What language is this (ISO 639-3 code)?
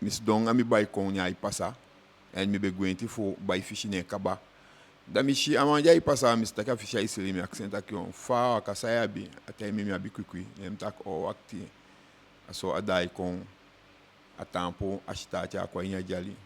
djk